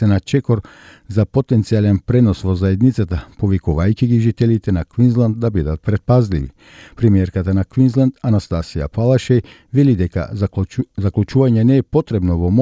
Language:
Macedonian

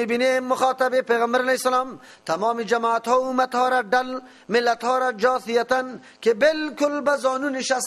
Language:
Persian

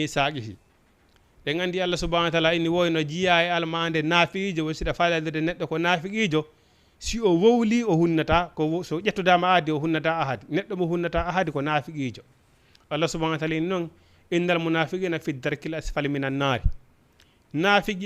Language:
Fula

